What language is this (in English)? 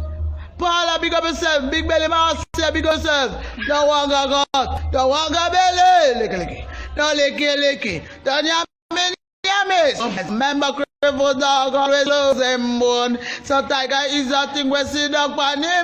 Jamaican Creole English